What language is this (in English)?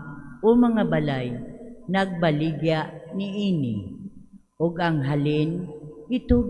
Cebuano